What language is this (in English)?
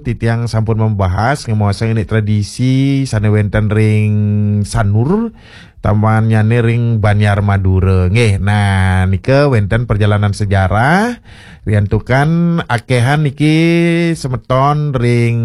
Balinese